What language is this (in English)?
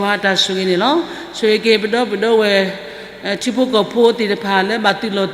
S'gaw Karen